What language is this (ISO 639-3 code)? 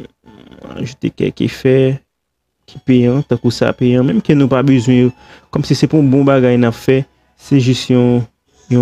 hat